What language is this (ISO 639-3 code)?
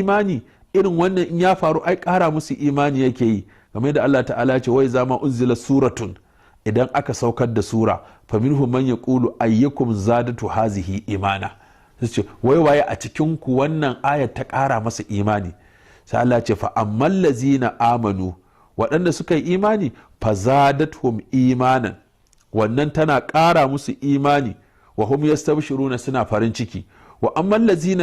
hau